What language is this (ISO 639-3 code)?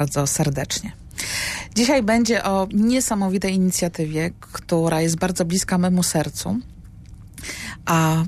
pol